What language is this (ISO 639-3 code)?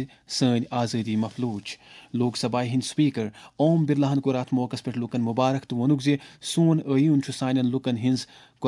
kas